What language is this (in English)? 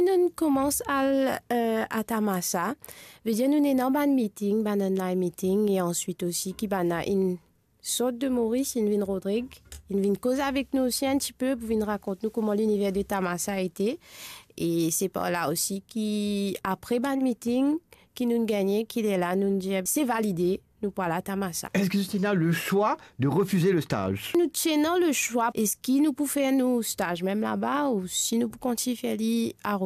Morisyen